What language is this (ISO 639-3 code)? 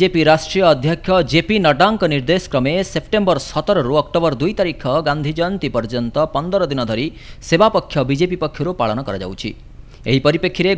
ori